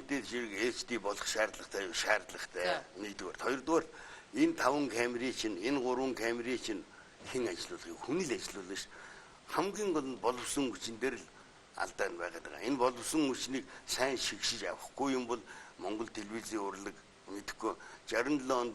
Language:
Mongolian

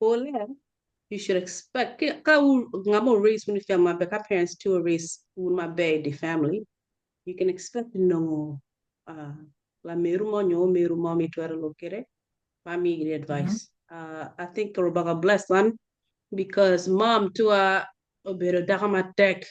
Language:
Acoli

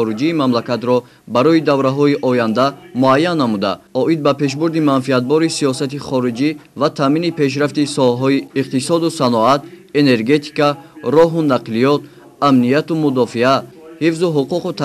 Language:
Tajik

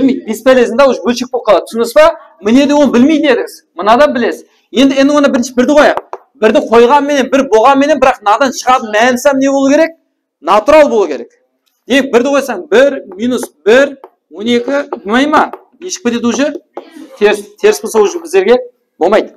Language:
Kara-Kalpak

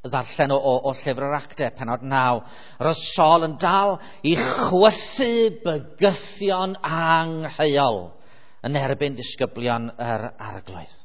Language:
Welsh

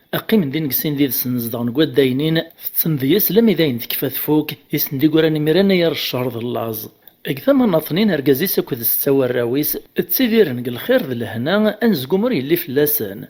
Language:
Kabyle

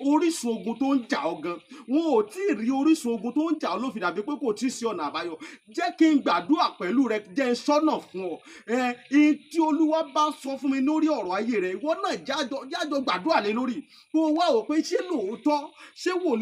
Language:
Yoruba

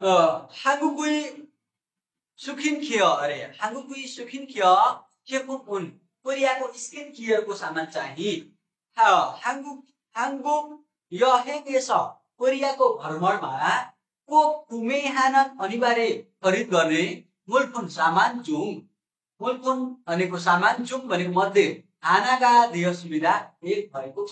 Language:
Nepali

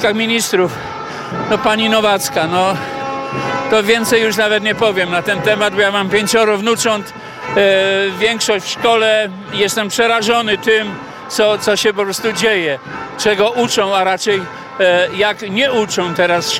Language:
Polish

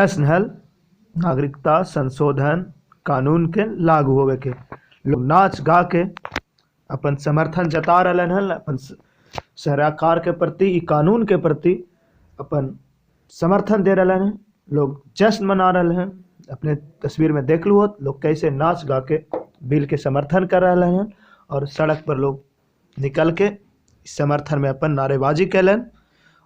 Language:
Magahi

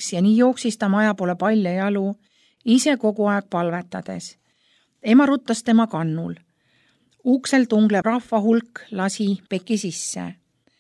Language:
Estonian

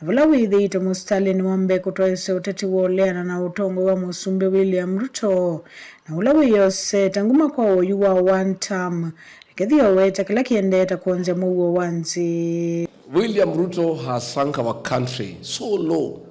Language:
Kamba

